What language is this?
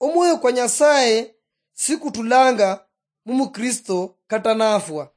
Luyia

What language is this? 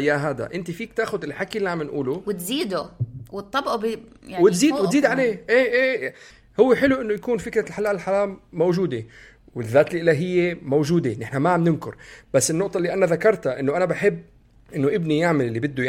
North Levantine Arabic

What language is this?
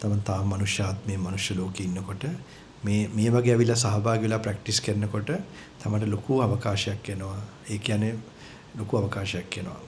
Sinhala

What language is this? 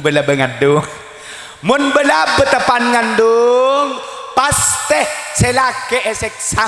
Madurese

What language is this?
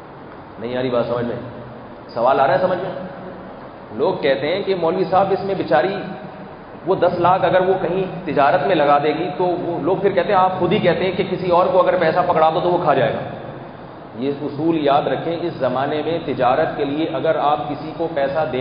Urdu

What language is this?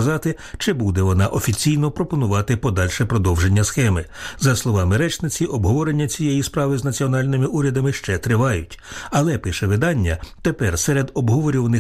Ukrainian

